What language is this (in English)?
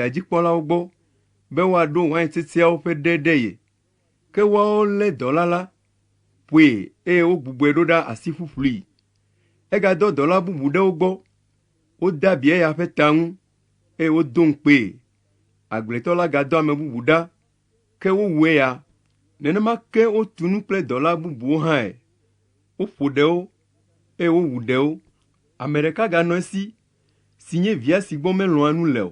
Ewe